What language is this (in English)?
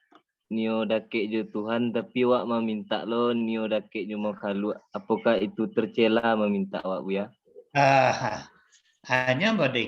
Minangkabau